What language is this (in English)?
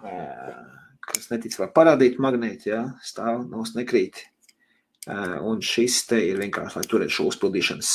Latvian